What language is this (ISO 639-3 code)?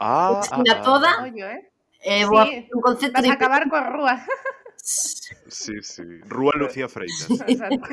glg